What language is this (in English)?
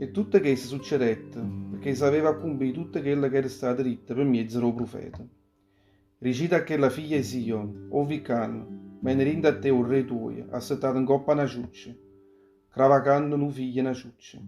Neapolitan